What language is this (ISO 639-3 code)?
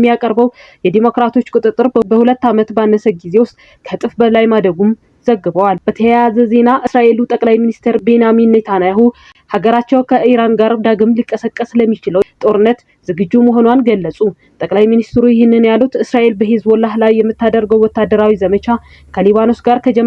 amh